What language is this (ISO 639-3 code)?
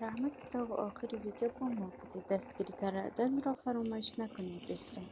tgk